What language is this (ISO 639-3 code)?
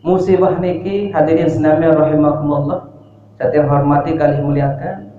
sas